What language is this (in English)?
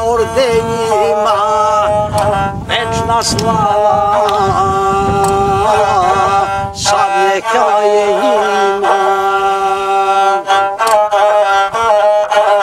Serbian